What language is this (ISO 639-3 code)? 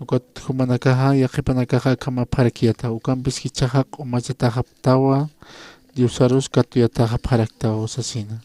aym